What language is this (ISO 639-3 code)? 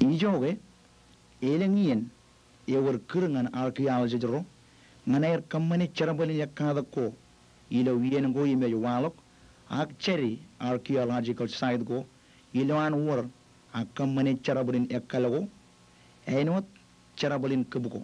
mah